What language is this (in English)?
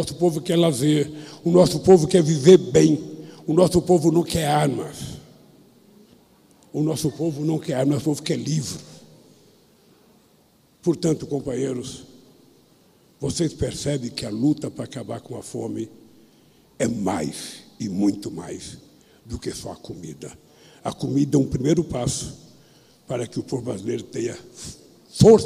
Portuguese